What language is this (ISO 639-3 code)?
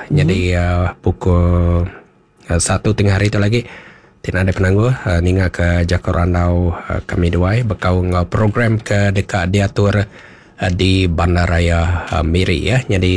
iba